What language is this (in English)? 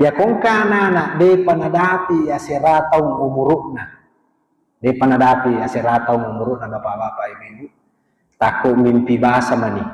Buginese